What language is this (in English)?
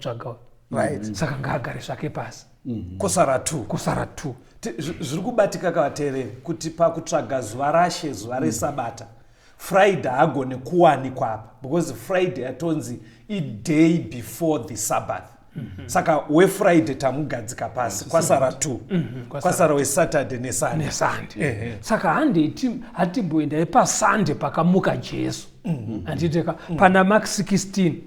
Shona